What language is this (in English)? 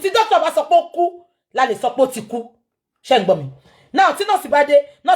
Yoruba